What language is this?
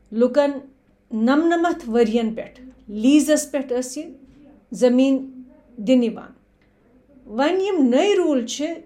Kashmiri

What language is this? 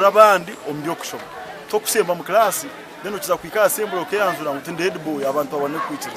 Nyankole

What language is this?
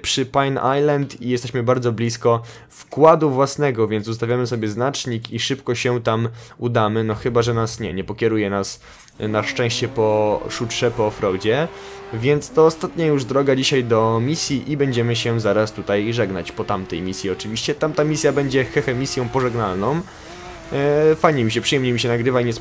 Polish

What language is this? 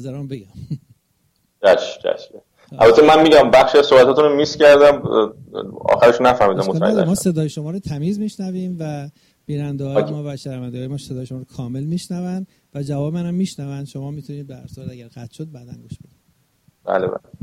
Persian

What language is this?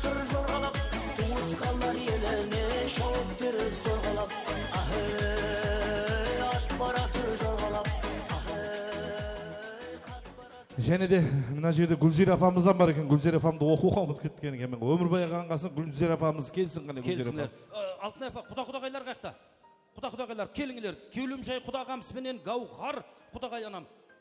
Kara-Kalpak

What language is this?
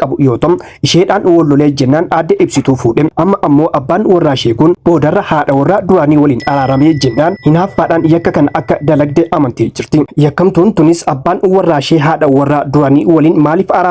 Oromo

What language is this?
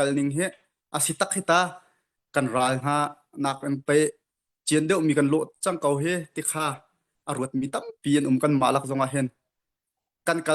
Hakha Chin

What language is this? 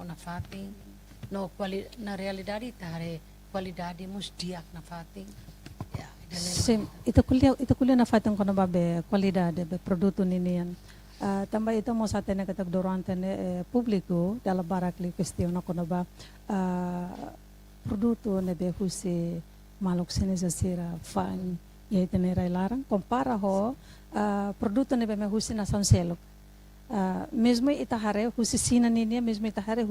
Tetum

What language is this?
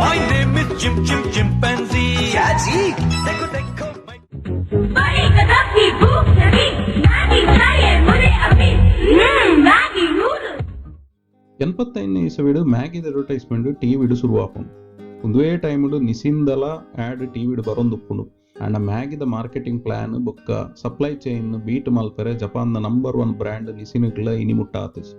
Tulu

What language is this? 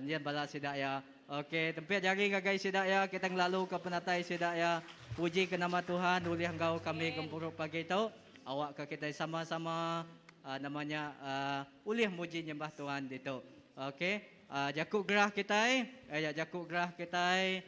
Iban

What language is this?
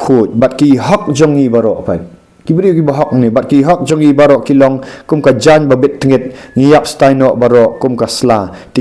Khasi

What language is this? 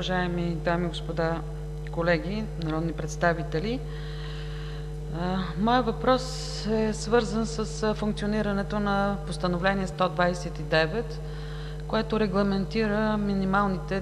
Bulgarian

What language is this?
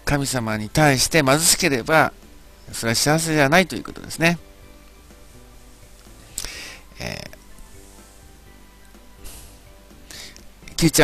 Japanese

